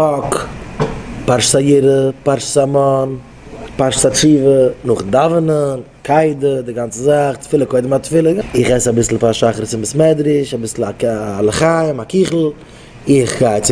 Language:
Yiddish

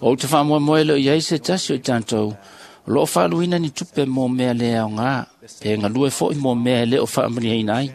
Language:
Samoan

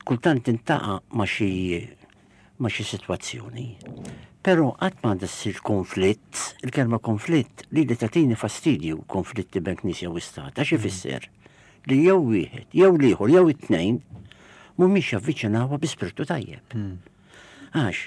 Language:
Maltese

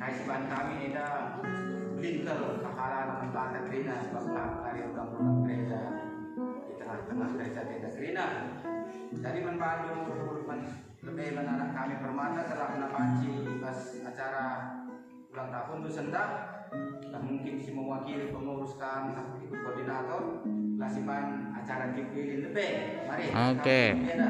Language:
Batak Karo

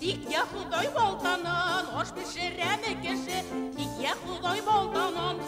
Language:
Bashkir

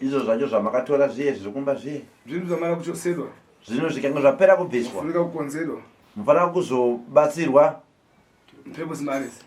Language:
Shona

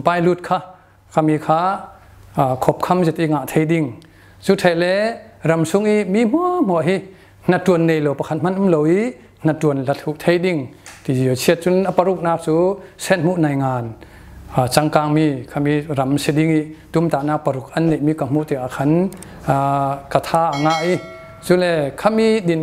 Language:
Falam Chin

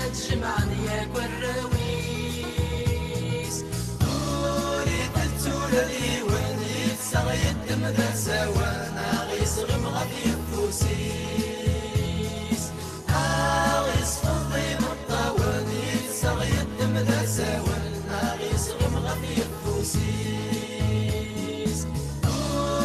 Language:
Kabyle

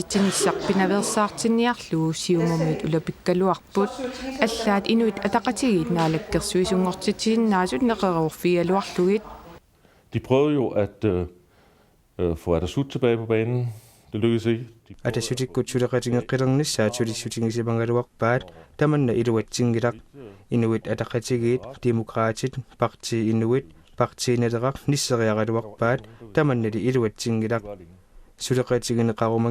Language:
Kalaallisut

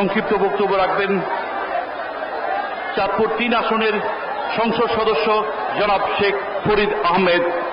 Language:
Bangla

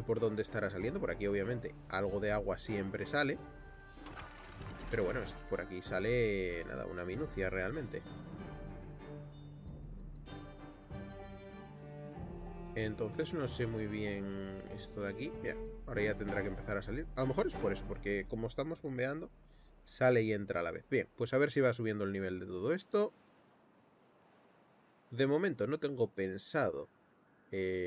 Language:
Spanish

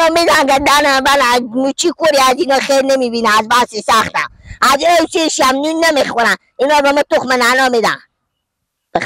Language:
Persian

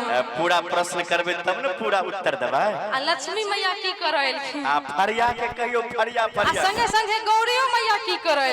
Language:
Maithili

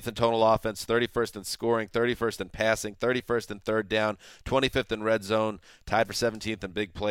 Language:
English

